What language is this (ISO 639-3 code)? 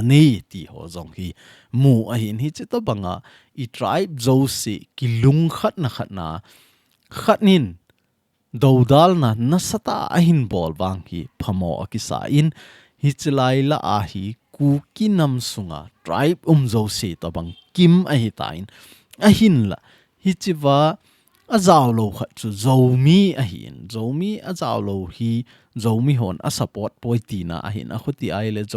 tcz